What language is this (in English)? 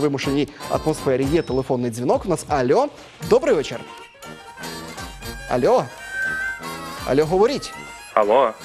Ukrainian